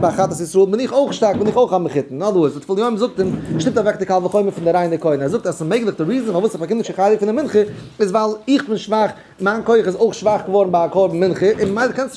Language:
Yiddish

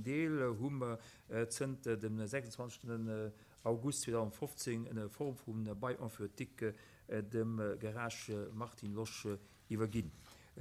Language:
Luxembourgish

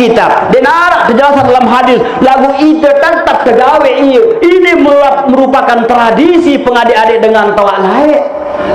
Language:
Sasak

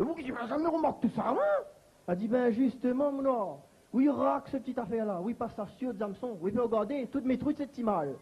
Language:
Réunion Creole French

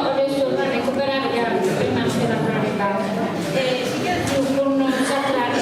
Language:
Sardinian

